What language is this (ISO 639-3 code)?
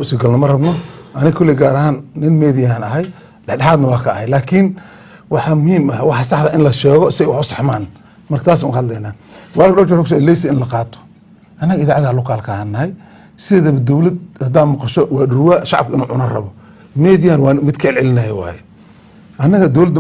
som